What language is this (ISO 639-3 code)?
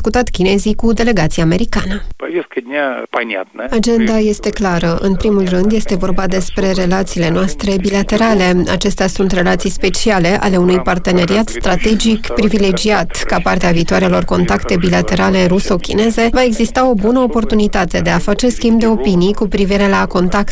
ron